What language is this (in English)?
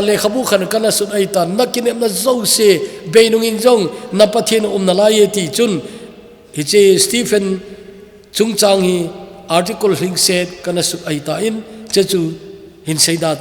Thado Chin